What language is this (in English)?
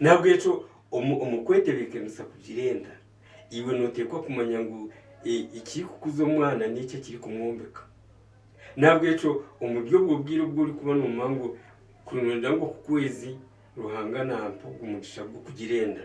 Nyankole